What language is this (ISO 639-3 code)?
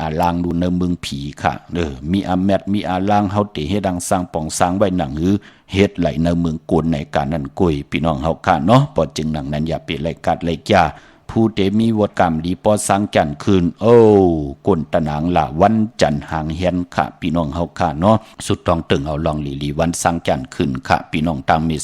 shn